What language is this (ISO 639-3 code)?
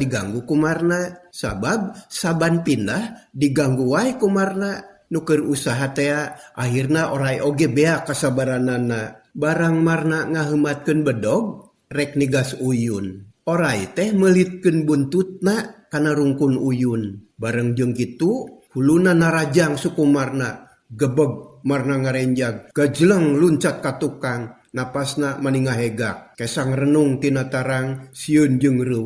sun